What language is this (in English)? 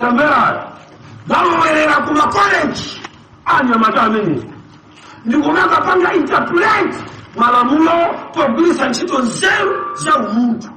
Nyanja